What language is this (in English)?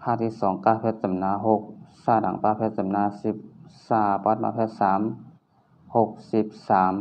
Shan